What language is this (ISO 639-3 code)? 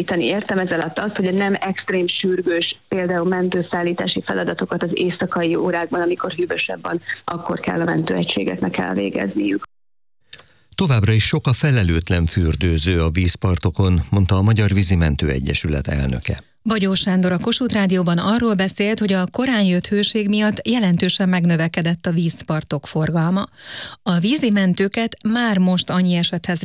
hun